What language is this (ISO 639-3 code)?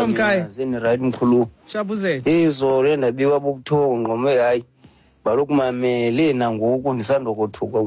xho